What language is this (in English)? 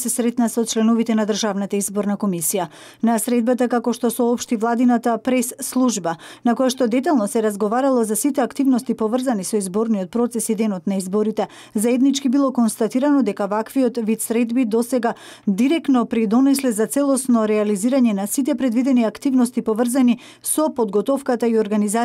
Macedonian